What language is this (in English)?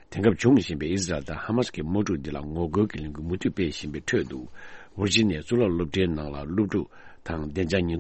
Tibetan